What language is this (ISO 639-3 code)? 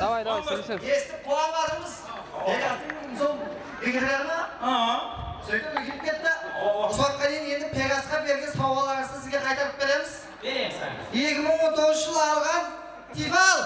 kaa